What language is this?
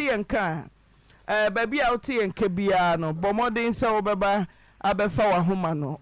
Akan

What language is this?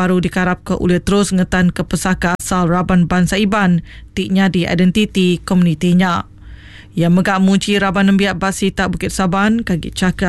Iban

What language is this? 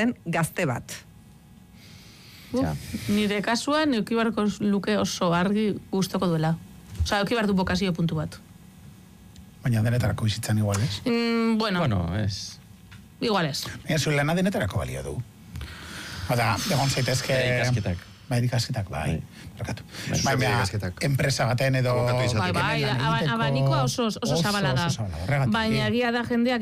Basque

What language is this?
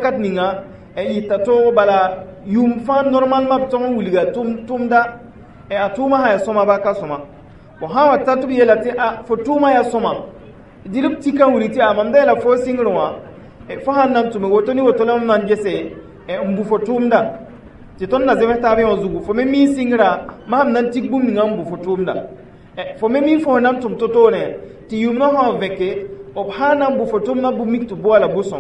Mossi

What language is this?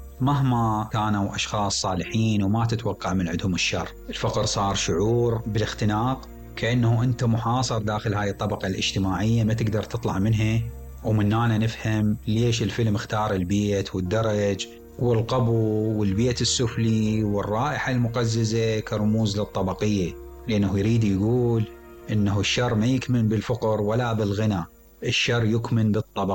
Mesopotamian Arabic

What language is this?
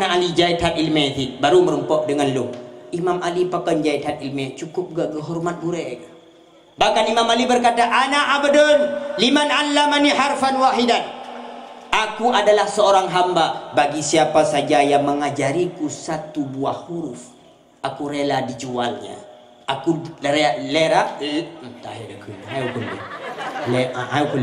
Achinese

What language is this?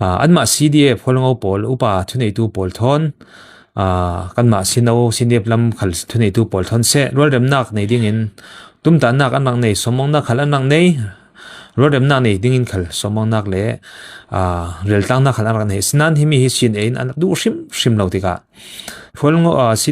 Falam Chin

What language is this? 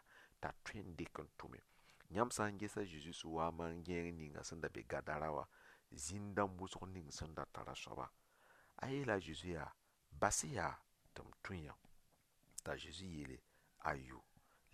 Mossi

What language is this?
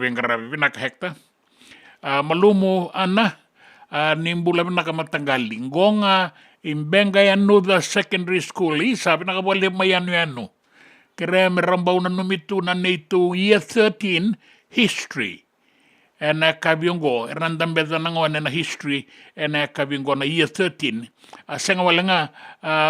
Fijian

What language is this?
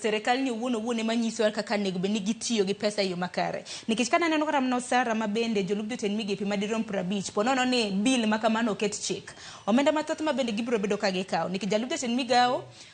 Luo (Kenya and Tanzania)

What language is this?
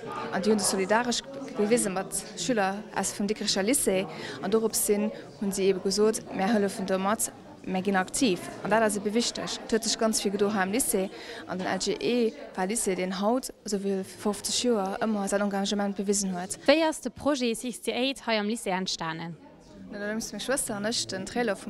Luxembourgish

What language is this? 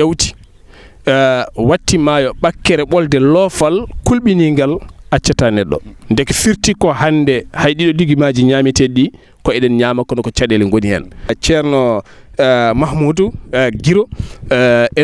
Fula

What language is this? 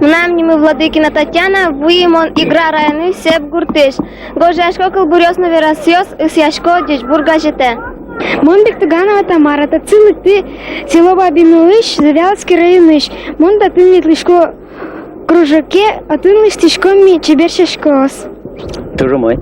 Udmurt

